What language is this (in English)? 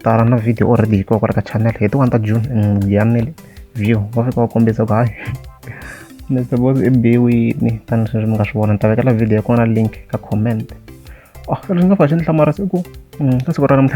Tsonga